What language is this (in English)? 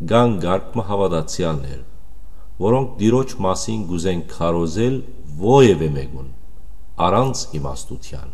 Western Armenian